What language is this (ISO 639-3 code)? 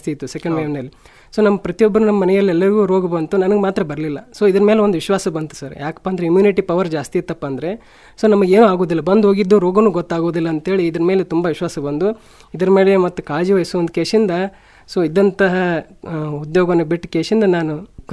kan